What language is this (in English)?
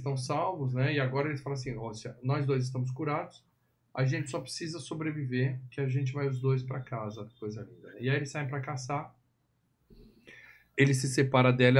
Portuguese